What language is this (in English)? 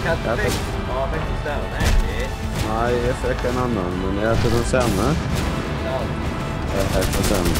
Faroese